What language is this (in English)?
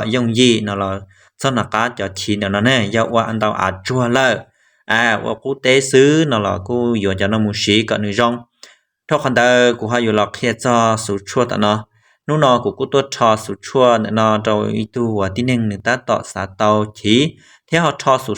Hmong